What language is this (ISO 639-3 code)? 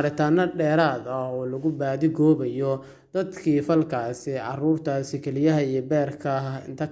som